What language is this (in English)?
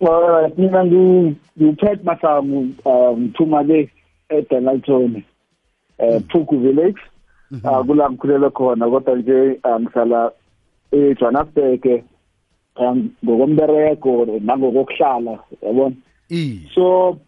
South Ndebele